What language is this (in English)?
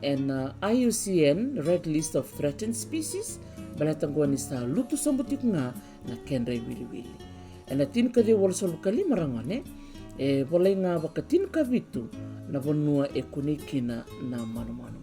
Fijian